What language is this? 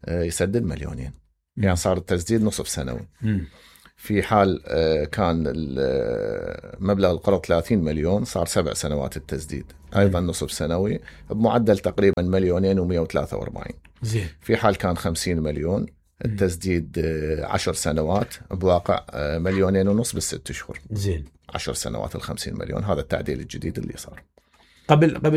Mesopotamian Arabic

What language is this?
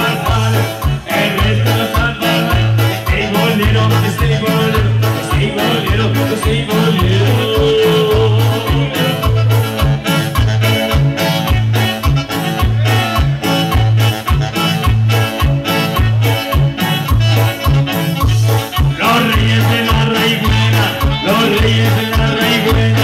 Spanish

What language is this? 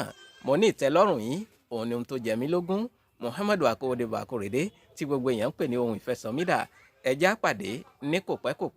Yoruba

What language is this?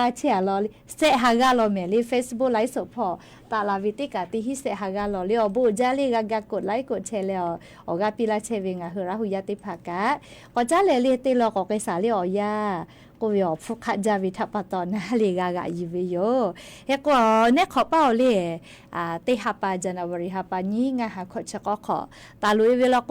Lahu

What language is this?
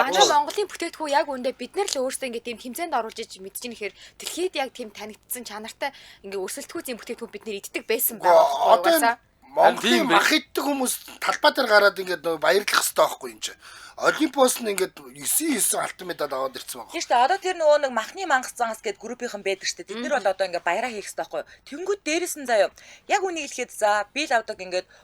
Mongolian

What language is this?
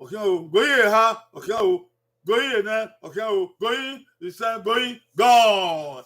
Bini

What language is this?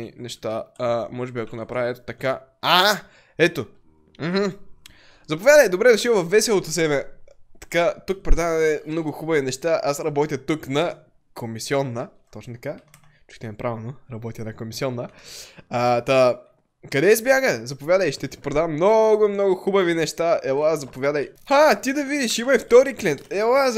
Bulgarian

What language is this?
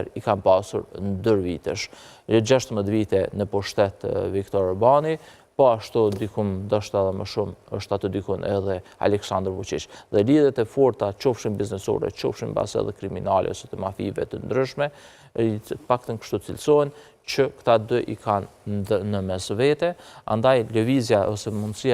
Albanian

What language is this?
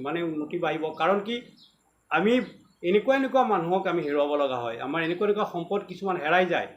Assamese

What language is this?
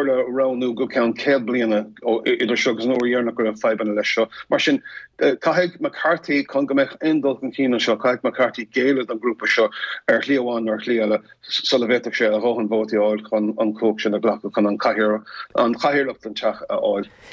Irish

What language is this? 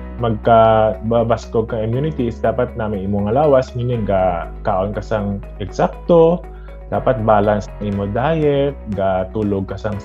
Hiligaynon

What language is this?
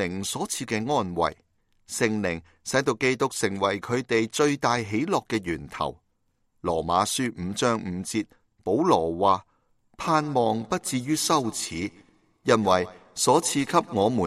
Cantonese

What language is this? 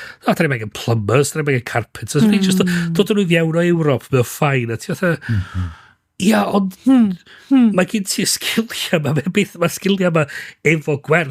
Welsh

